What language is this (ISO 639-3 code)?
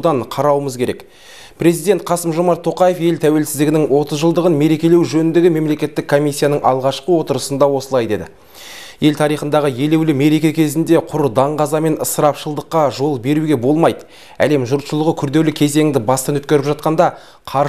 kaz